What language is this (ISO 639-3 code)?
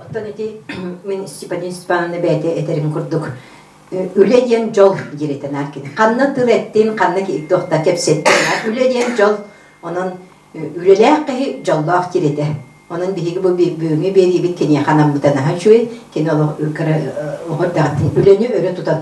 sah